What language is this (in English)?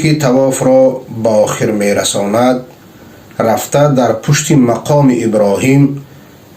Persian